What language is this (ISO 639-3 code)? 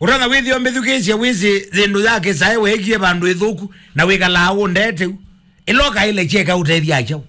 kam